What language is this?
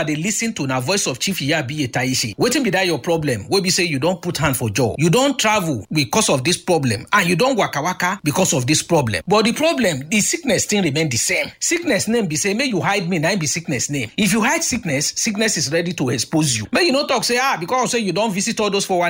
Nigerian Pidgin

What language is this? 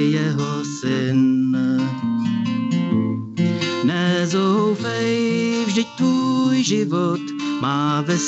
Czech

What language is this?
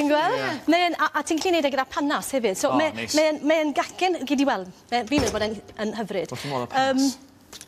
Welsh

